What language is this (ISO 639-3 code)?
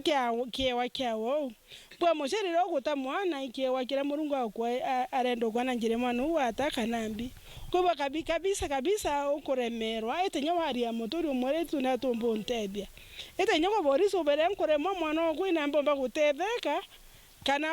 mer